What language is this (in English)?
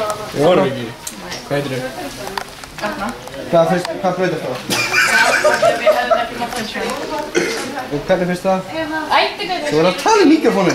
Icelandic